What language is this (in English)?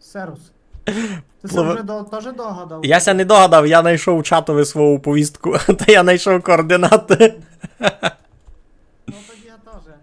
Rusyn